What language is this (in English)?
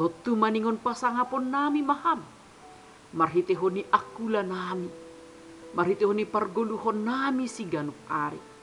Batak Simalungun